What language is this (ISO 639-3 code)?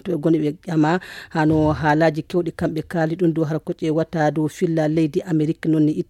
ful